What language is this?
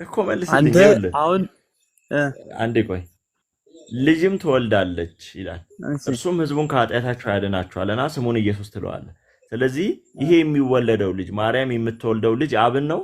Amharic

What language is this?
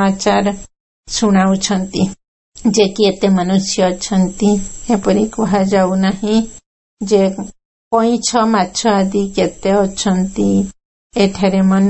Odia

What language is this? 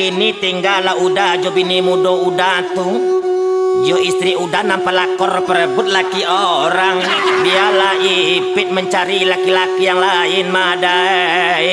Minangkabau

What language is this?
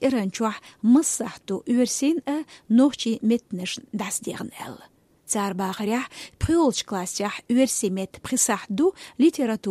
Chechen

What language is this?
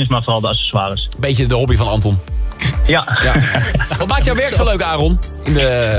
Dutch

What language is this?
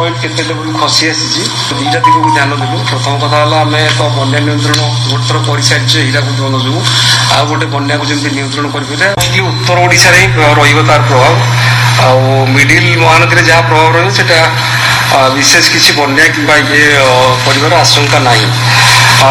Odia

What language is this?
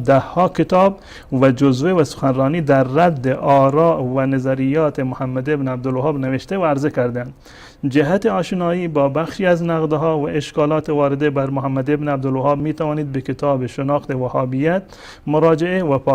Persian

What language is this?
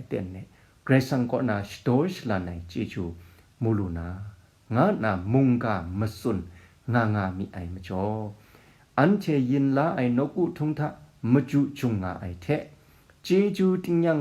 Kachin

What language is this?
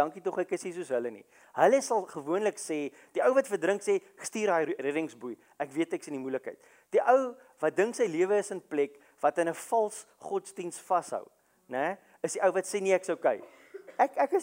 Afrikaans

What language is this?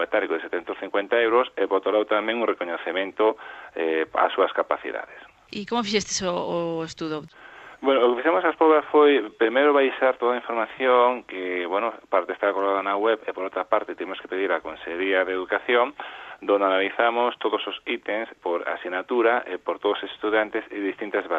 Galician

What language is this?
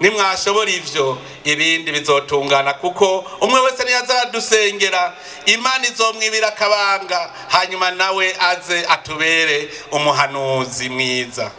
Rundi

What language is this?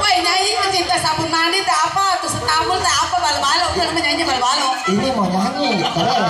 Betawi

